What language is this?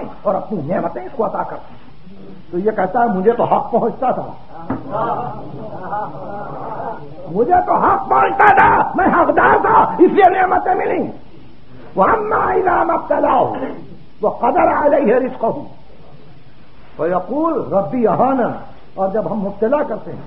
Urdu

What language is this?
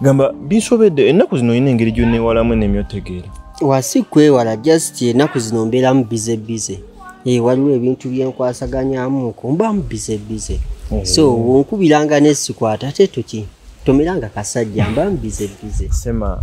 Ganda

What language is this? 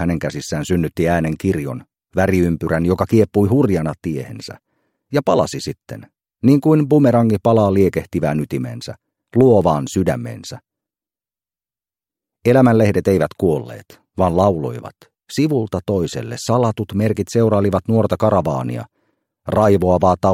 Finnish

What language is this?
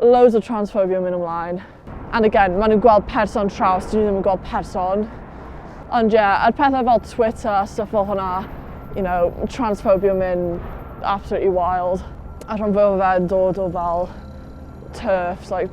Welsh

